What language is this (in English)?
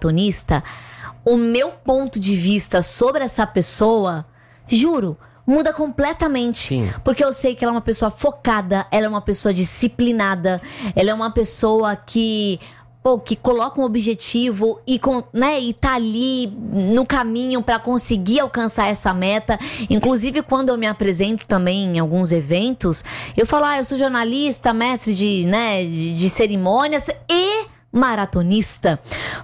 Portuguese